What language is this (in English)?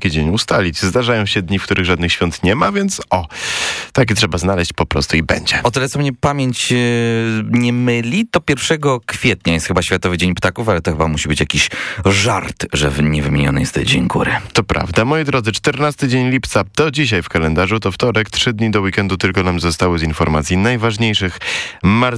Polish